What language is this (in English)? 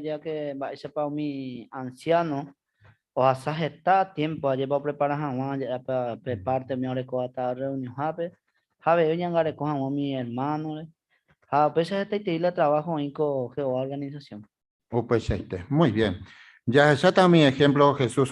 Guarani